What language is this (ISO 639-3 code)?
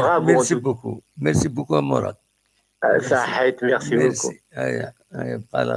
kab